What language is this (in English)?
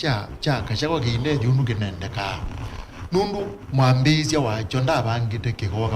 Kamba